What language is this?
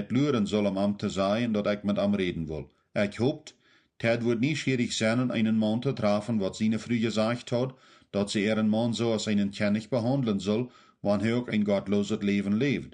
Plautdietsch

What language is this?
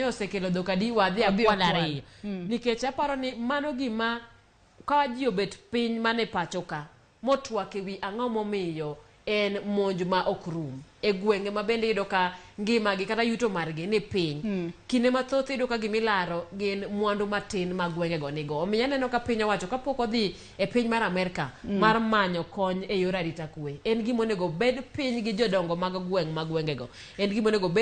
Luo (Kenya and Tanzania)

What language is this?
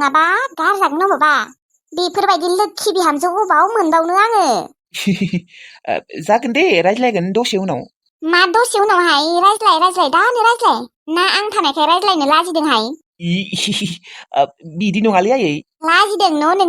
Bodo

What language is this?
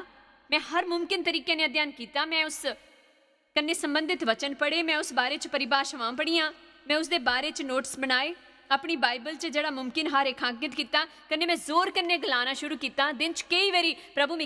Dogri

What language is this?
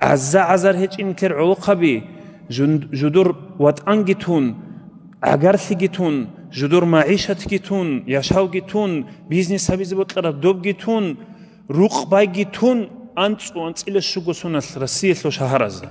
Avaric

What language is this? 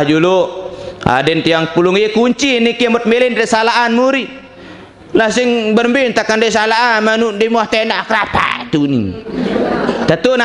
Sasak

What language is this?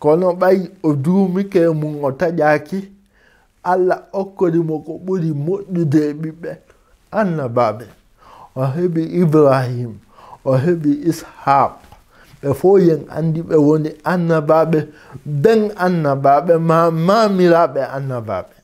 Fula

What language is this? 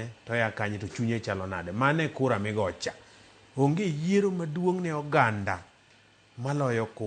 Luo (Kenya and Tanzania)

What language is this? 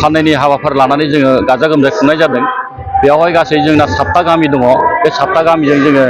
Bodo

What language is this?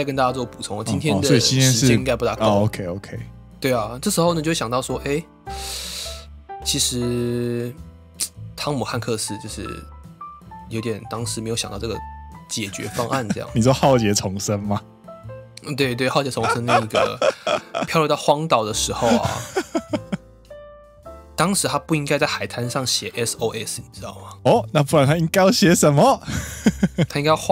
Chinese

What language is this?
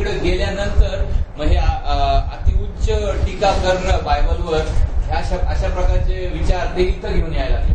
Marathi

